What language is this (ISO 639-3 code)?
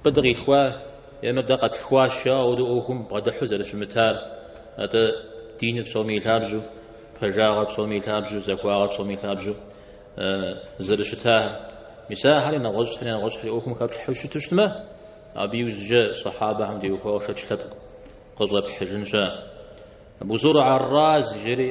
kbd